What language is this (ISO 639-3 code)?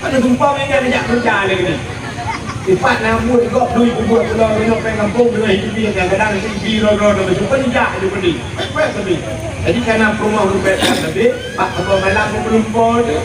ace